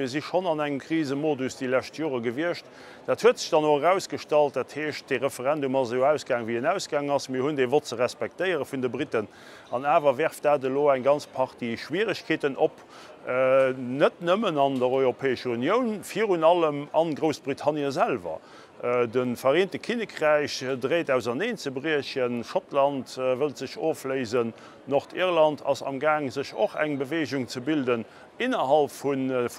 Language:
Luxembourgish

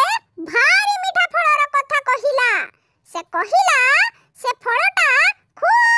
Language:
Odia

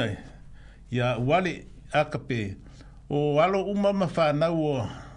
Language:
Samoan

